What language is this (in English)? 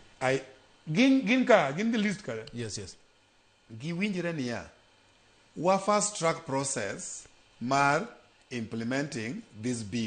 Luo (Kenya and Tanzania)